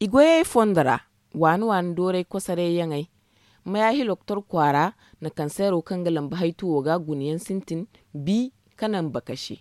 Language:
Zarma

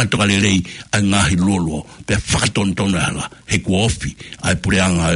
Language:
Tongan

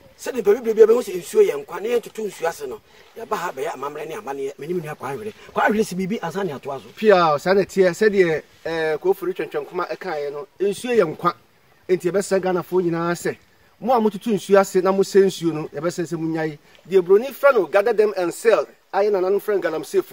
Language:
Akan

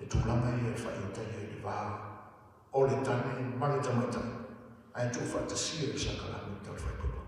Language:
Samoan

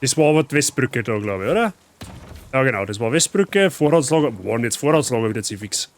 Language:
Bavarian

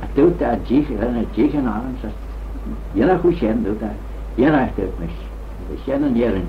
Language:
Manx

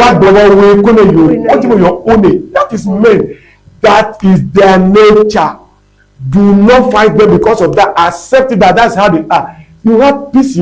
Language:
Ewe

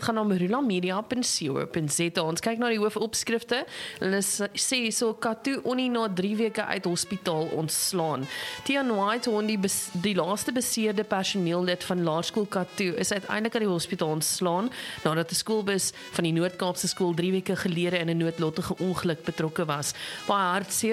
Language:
Afrikaans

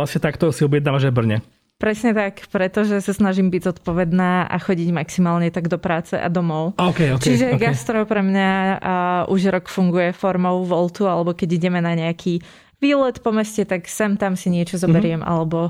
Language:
Slovak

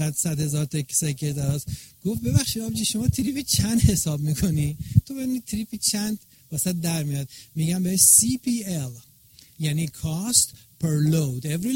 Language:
Persian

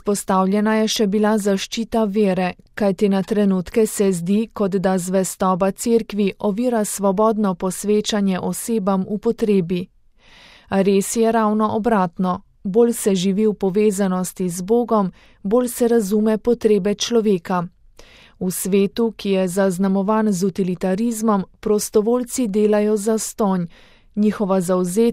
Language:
Slovenian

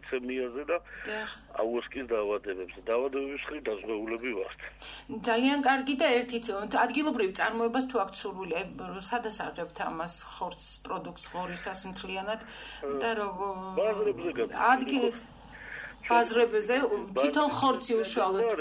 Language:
Georgian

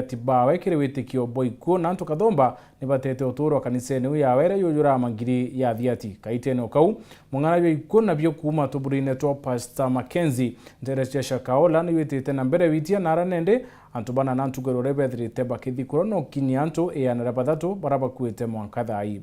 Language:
Meru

